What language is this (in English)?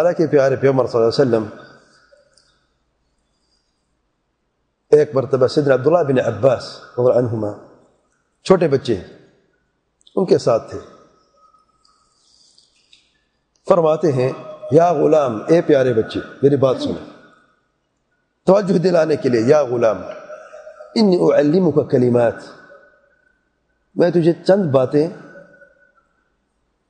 Urdu